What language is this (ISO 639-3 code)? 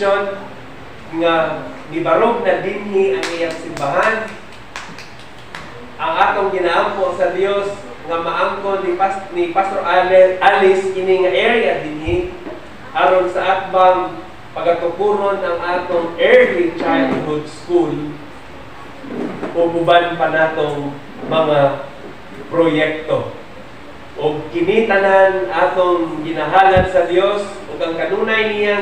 ceb